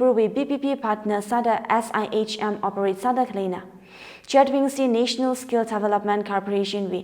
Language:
Tangkhul Naga (India)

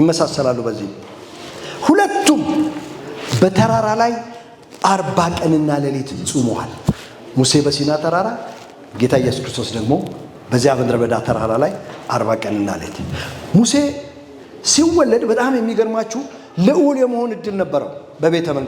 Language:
Amharic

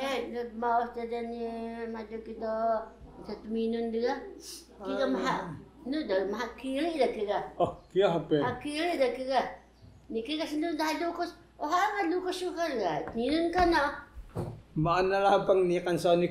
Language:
Taroko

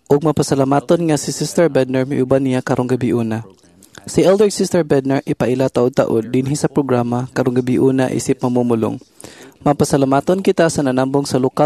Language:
Cebuano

